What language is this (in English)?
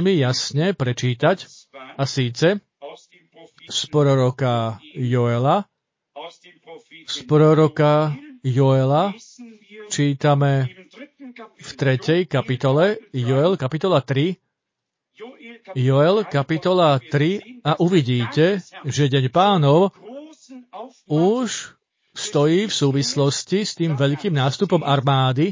Slovak